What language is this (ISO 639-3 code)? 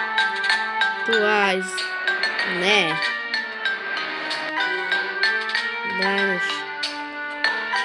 hrv